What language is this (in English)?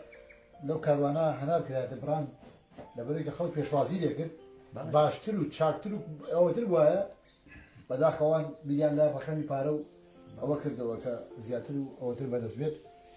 Central Kurdish